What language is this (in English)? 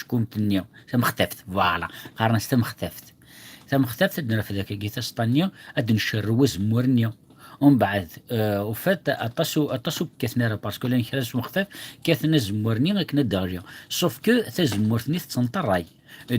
Kabyle